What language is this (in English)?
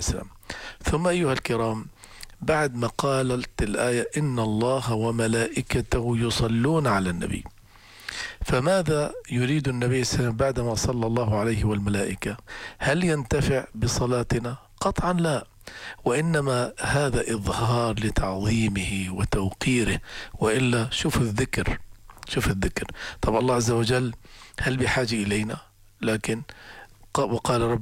Arabic